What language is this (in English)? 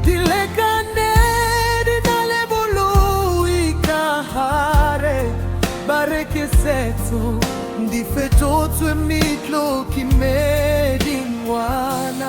Southern Sotho